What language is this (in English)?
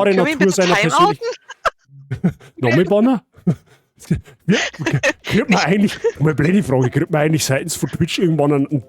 Bavarian